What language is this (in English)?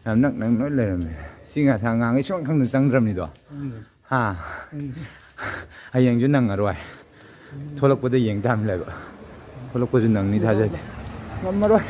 Manipuri